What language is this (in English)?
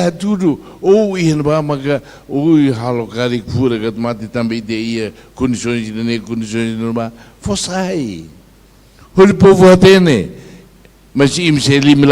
Tetum